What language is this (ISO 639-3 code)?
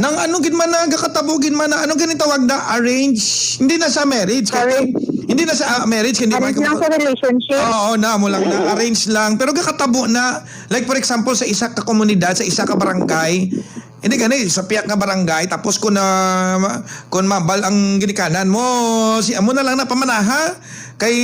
hil